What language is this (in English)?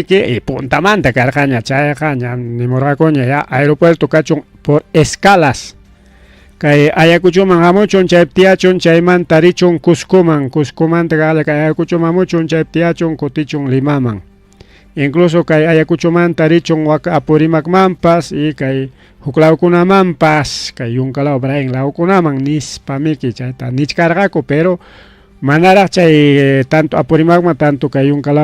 Ayacucho Quechua